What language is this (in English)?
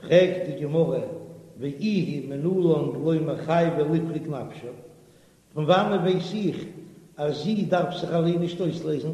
Yiddish